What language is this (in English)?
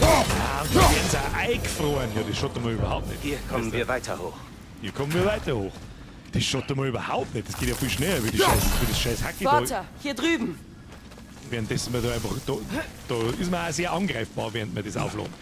Bavarian